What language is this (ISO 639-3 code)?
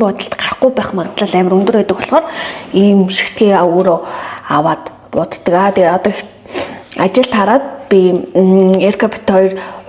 mon